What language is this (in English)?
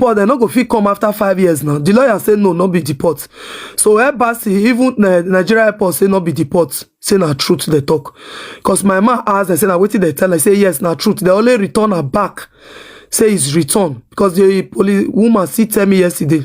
Nigerian Pidgin